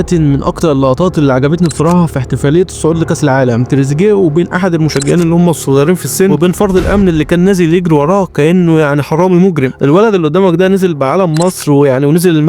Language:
Egyptian Arabic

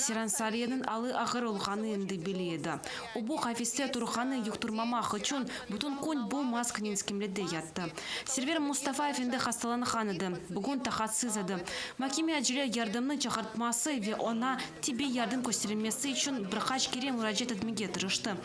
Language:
Crimean Tatar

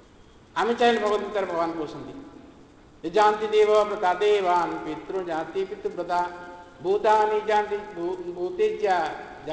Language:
Odia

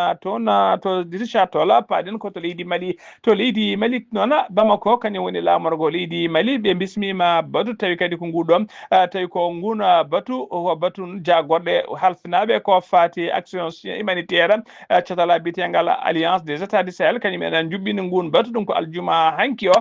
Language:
Fula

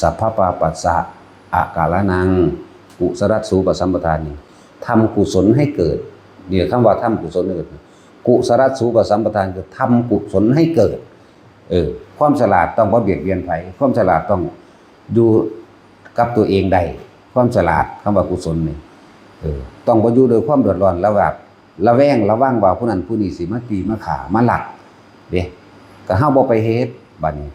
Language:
Northeastern Thai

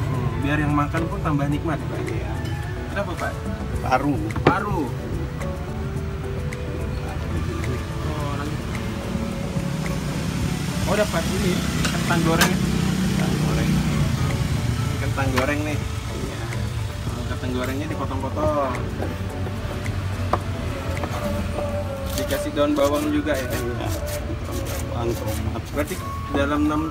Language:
Indonesian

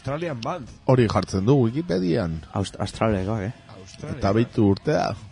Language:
Basque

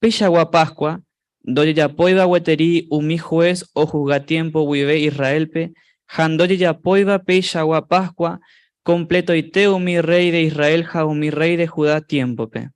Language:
Guarani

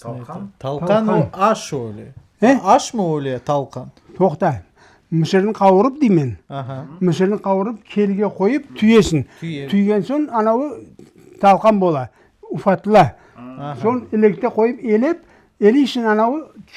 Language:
Crimean Tatar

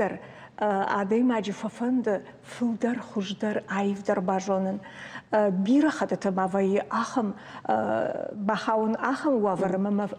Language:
Ossetic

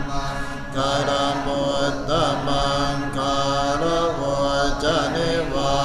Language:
Pali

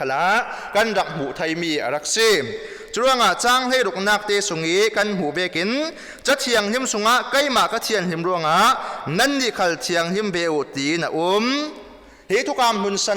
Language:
Falam Chin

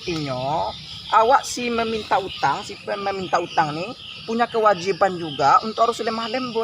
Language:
Minangkabau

